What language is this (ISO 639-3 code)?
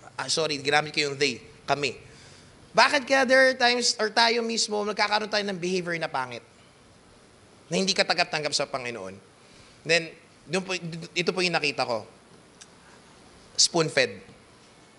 fil